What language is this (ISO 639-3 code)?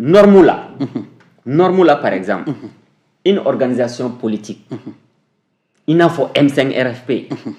bam